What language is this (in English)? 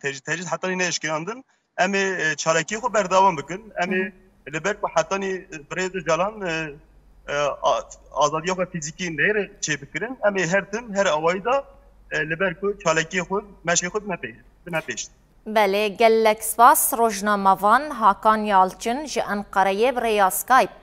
Kurdish